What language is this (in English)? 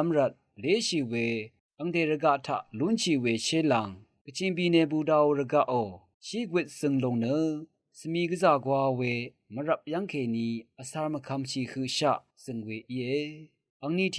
Rawang